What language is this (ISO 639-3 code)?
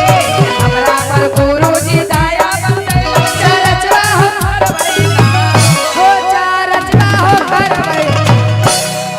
mag